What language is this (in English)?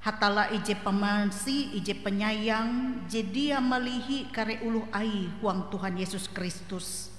Ngaju